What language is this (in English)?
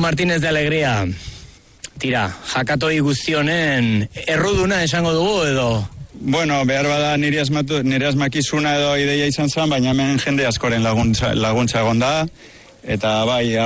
Basque